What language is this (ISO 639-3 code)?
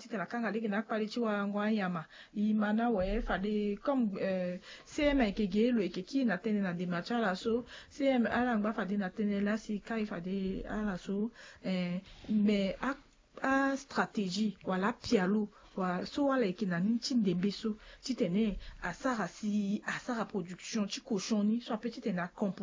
sag